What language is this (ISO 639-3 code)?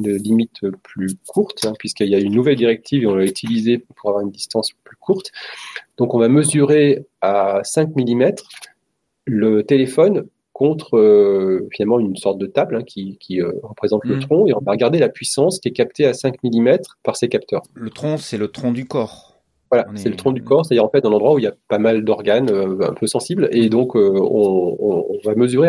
fra